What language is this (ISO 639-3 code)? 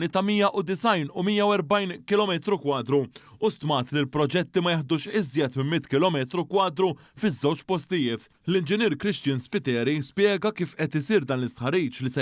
mlt